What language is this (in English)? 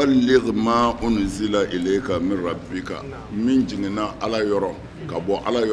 Bambara